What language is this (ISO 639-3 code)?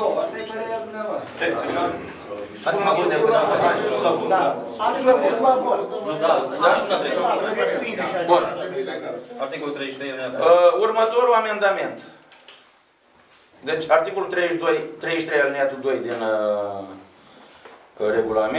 ron